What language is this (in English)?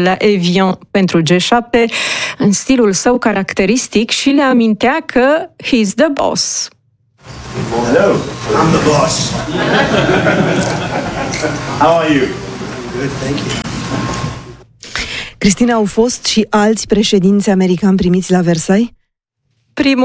Romanian